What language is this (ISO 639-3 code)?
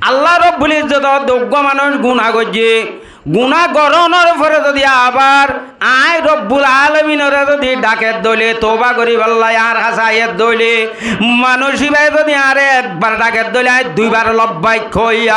rhg